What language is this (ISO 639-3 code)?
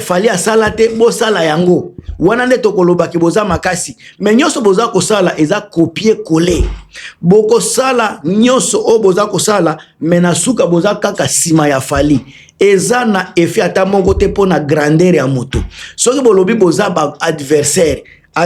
lin